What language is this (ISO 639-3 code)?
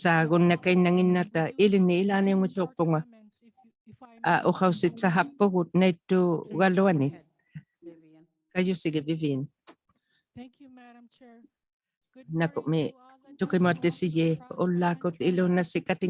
iku